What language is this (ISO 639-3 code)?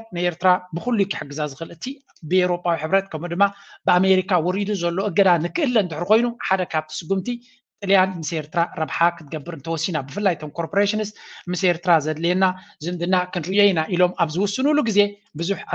tir